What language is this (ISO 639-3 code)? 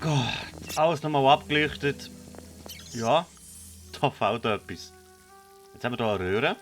gsw